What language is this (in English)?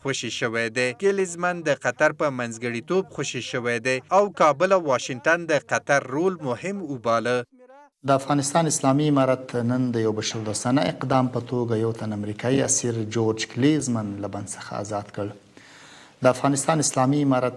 Pashto